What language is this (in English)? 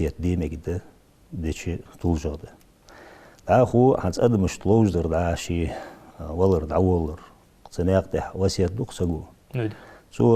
Ingush